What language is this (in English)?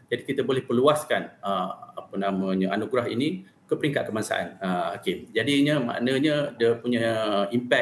Malay